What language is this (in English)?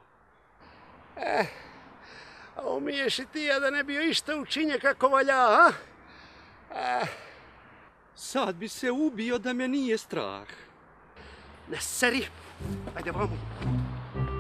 Croatian